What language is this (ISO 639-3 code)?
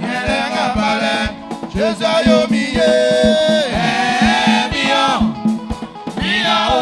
bci